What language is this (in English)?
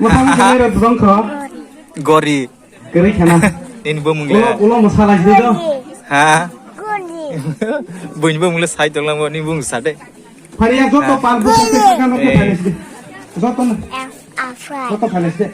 Kok Borok